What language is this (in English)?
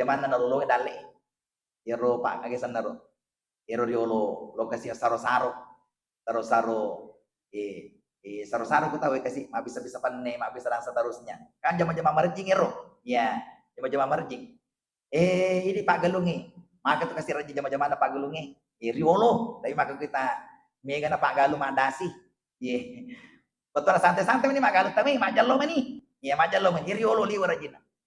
Buginese